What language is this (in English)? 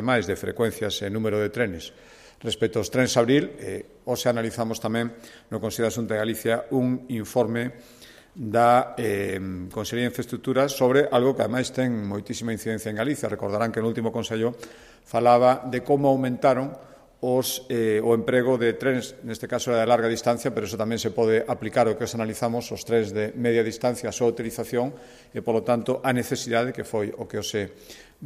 Galician